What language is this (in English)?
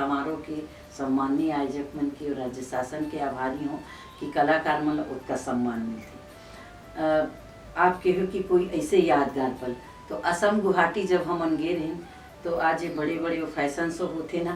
Chhattisgarhi